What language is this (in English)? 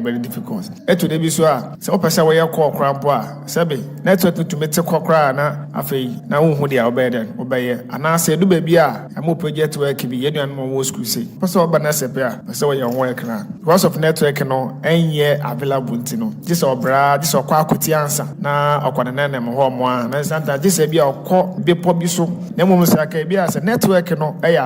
Akan